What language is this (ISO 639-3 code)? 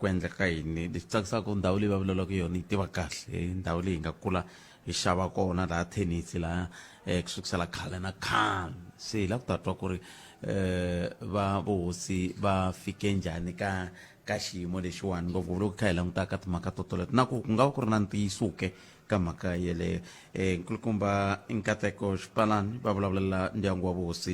tso